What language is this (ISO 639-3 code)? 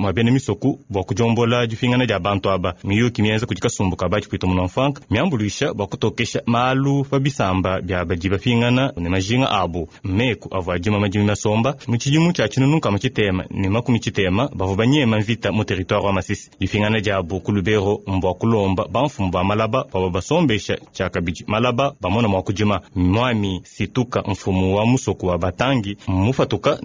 lua